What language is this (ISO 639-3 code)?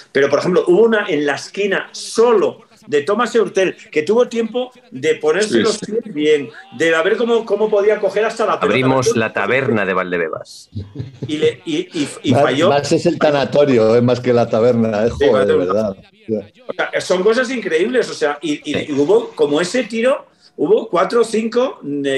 spa